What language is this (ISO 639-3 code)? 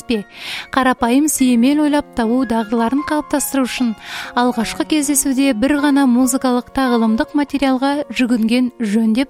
kaz